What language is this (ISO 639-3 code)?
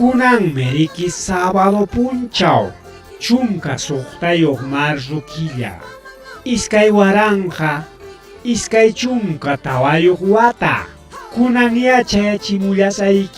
quy